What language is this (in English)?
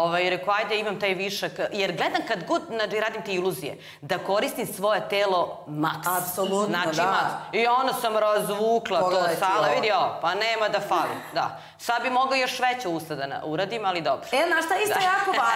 Serbian